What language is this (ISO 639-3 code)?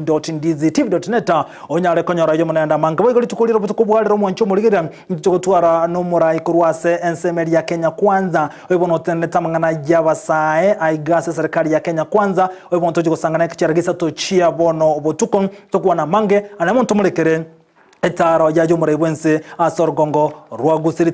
guz